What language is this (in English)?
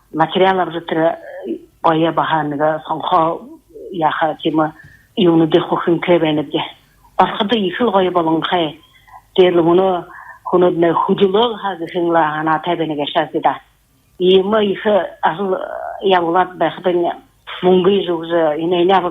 Buriat